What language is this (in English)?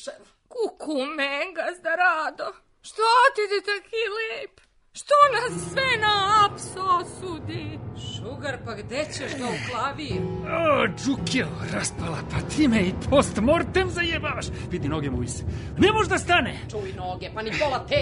Serbian